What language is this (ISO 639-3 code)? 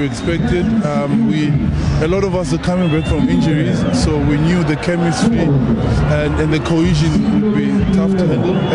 eng